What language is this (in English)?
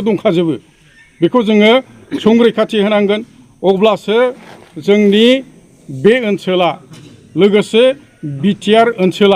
Bodo